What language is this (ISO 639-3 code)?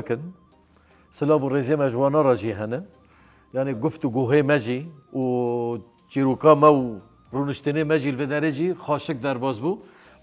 kur